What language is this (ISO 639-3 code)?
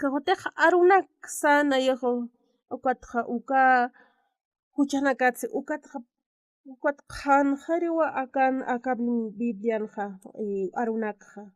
aym